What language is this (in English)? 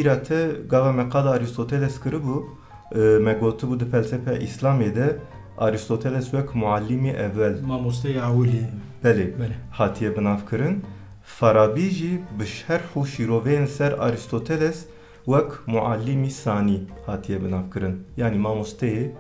Kurdish